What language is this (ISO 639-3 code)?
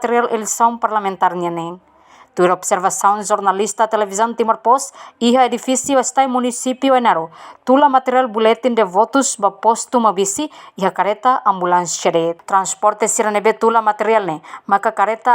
tet